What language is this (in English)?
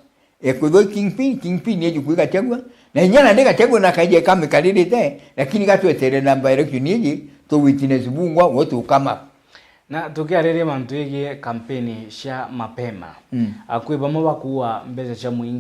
Meru